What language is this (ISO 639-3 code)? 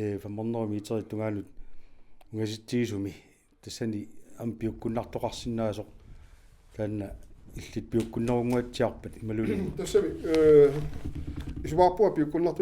kal